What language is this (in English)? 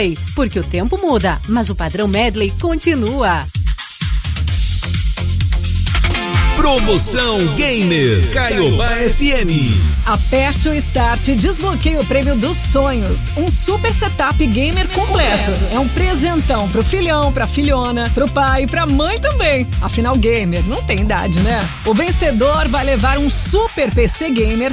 Portuguese